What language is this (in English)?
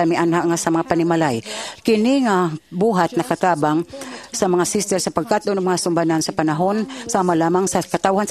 Cebuano